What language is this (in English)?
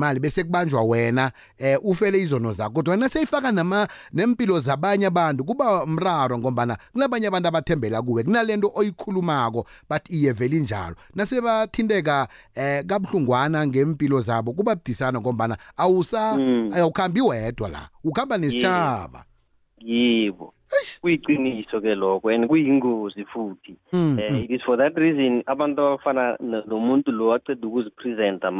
South Ndebele